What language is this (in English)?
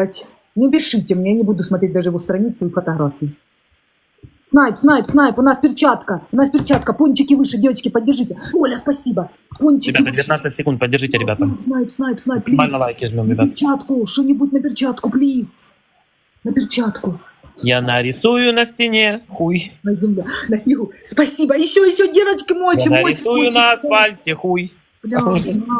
Russian